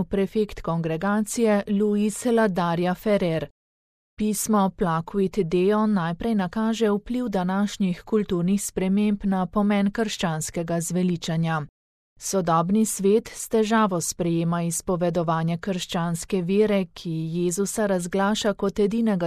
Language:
Slovenian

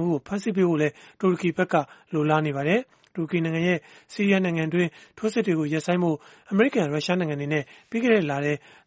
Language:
Burmese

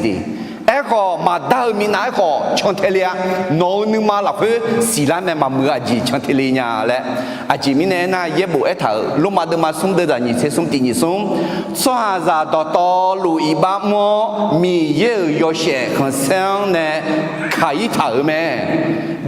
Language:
Akha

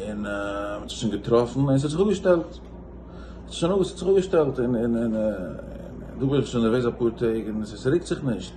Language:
Yiddish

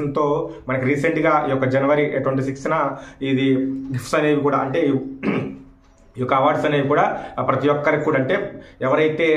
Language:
Telugu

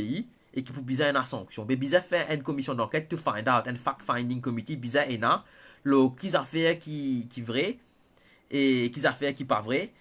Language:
Morisyen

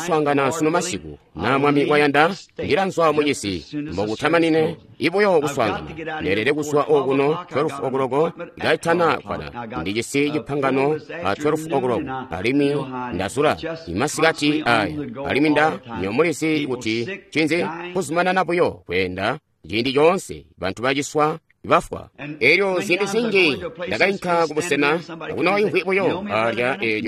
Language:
Tonga (Zambia)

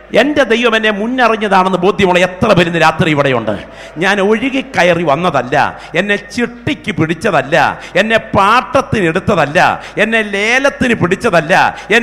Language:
Malayalam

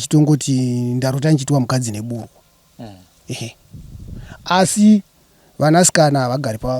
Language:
Shona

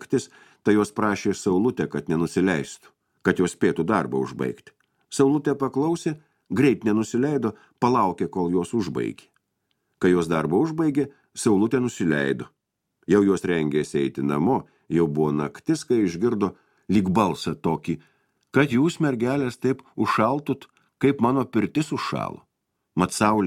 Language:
Lithuanian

